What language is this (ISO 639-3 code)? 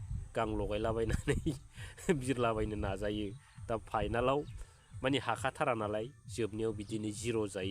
brx